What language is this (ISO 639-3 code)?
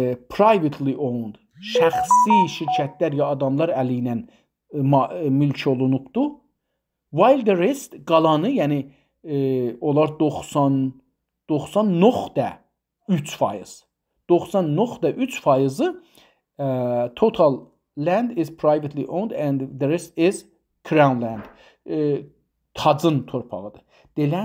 azb